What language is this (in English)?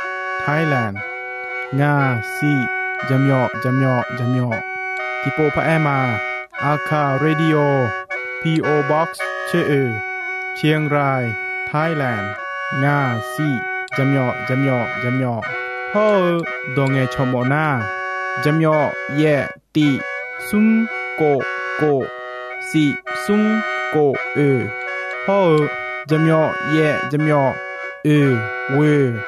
Akha